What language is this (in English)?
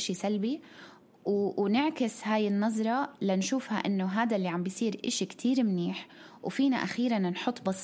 North Levantine Arabic